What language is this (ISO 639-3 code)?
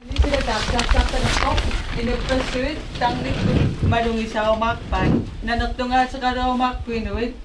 kal